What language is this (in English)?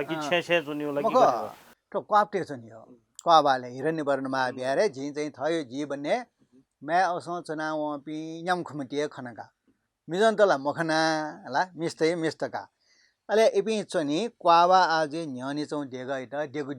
Newari